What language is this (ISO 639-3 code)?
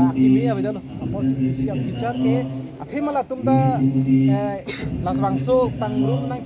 mjw